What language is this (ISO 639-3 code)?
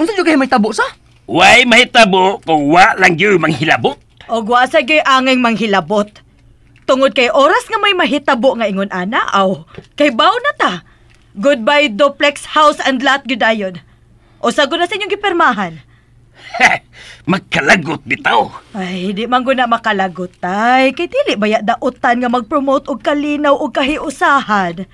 ceb